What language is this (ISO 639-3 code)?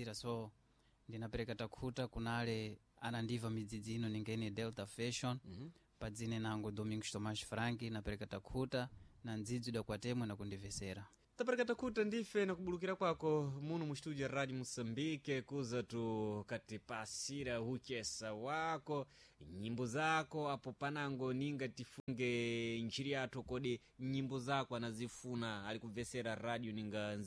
seh